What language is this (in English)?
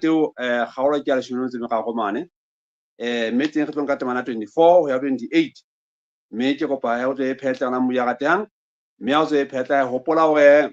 Southern Sotho